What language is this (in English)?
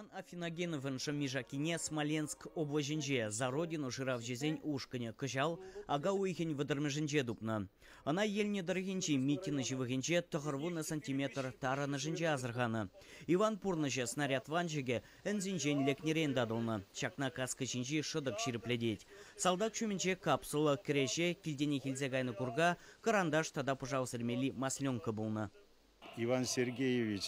Chuvash